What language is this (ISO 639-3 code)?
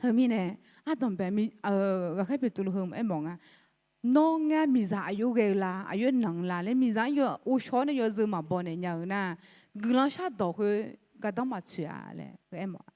ahk